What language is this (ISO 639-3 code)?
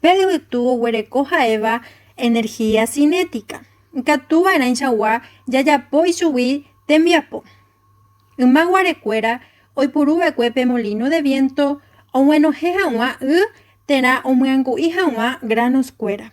grn